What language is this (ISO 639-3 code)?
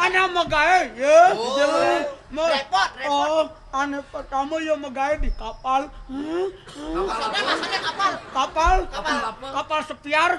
ban